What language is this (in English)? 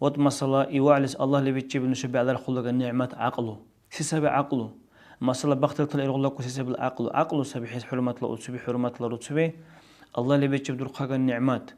Dargwa